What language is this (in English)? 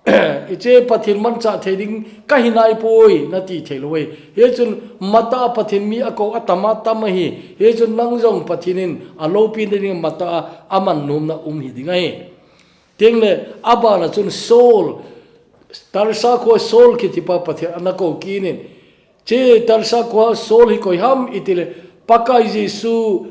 Thado Chin